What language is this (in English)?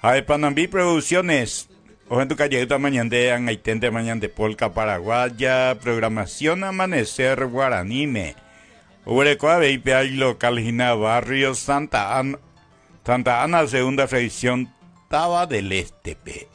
Guarani